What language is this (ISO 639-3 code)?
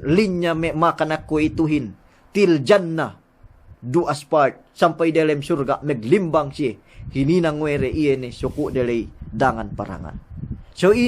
yka